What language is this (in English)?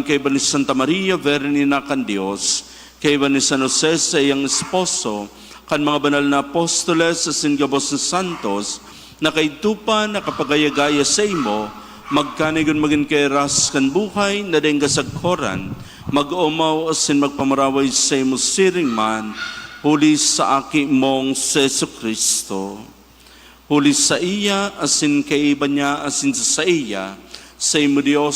Bikol